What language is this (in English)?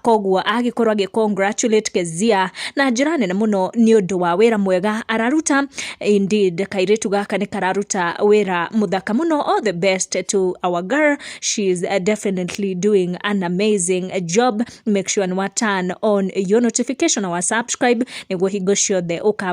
Kikuyu